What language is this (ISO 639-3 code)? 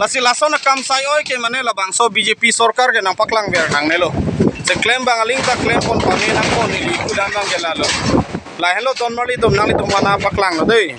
mjw